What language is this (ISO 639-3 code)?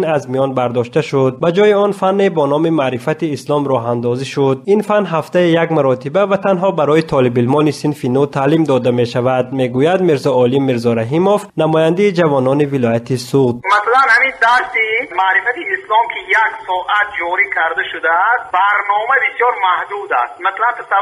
tgk